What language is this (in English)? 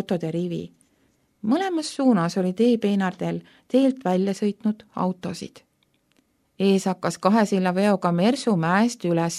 Estonian